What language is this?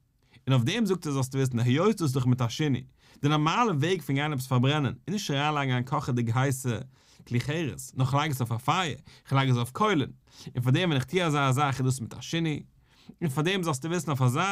Yiddish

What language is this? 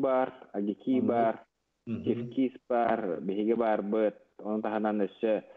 Yakut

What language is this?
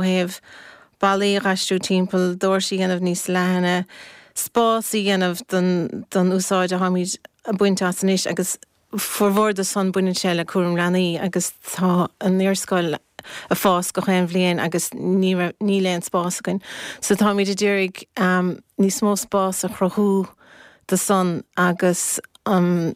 Irish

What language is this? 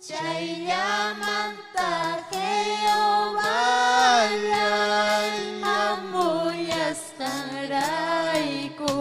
Ayacucho Quechua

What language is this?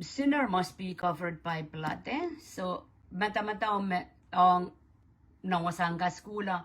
Pohnpeian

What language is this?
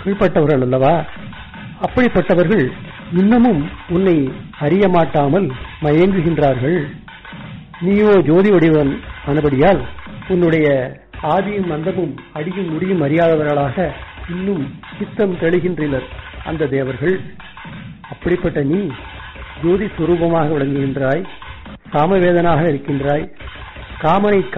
Tamil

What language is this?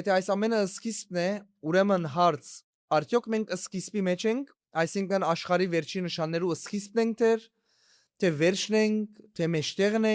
Western Armenian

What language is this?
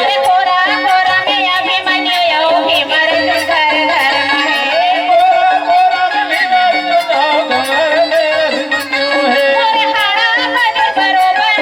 Chhattisgarhi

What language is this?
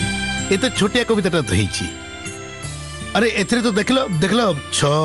Odia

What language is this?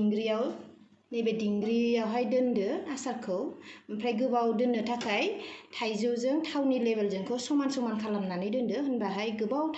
Bodo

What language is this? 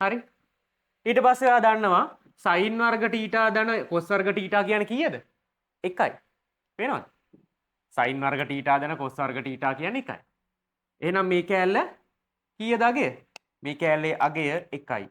Sinhala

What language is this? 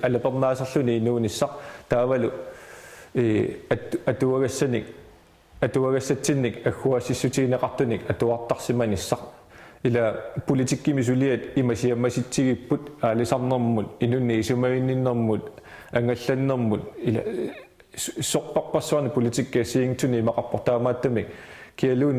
Kalaallisut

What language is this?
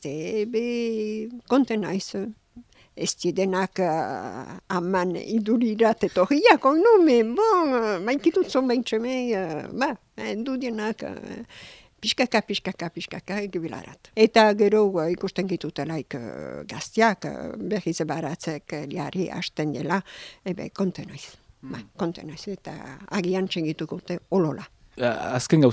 Basque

